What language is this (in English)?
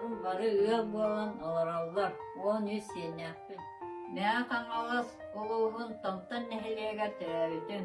Yakut